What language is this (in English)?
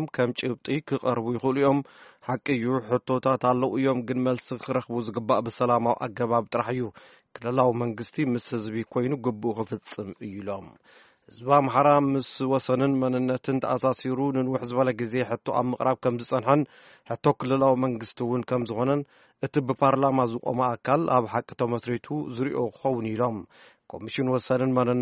Tigrinya